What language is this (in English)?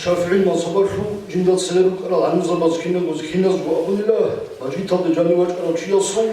Avaric